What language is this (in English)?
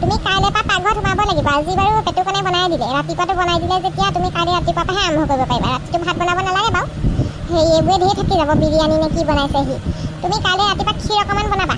Assamese